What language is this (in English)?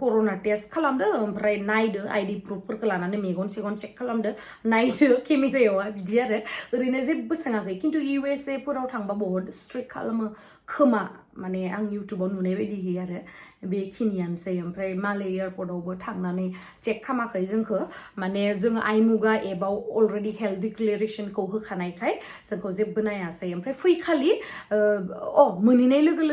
Bodo